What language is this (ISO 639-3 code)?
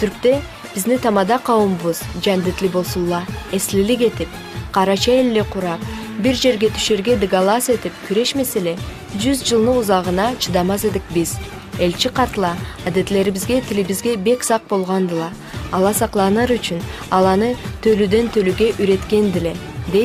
krc